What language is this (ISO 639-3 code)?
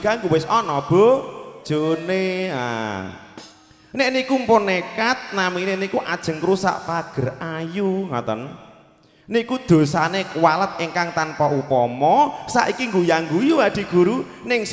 jav